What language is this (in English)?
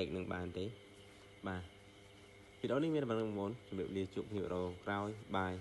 Khmer